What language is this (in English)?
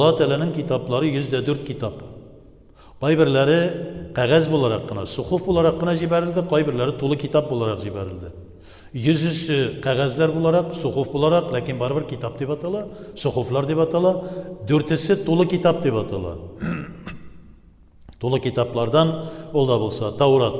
Tatar